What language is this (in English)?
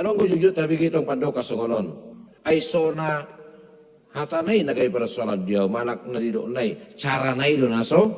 Batak Toba